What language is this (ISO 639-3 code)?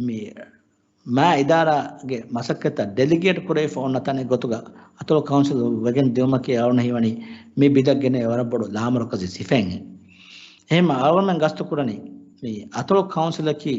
div